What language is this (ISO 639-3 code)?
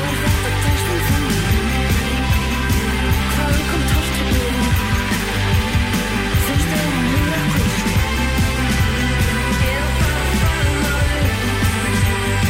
isl